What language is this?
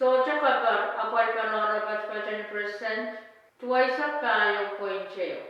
Pohnpeian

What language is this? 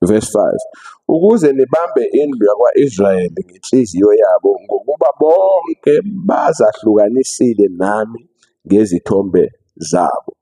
Zulu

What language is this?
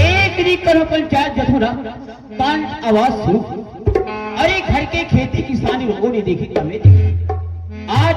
Chhattisgarhi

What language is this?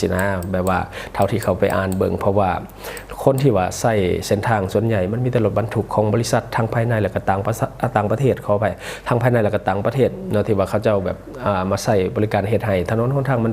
Lao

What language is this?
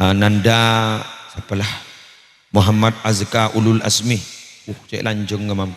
Madurese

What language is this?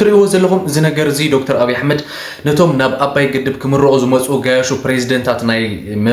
Tigrinya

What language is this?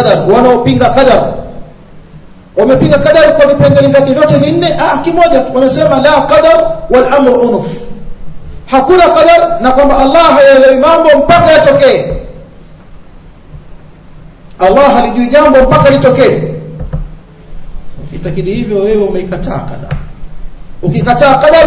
Swahili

